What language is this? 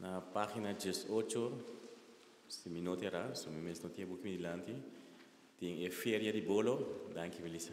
Papiamento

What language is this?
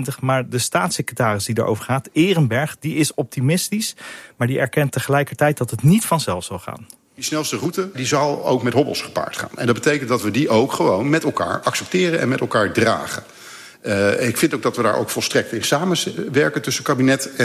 Dutch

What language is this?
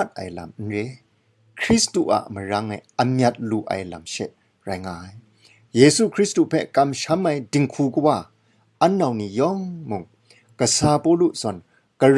Kachin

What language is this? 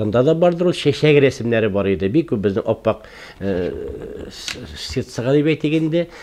Tatar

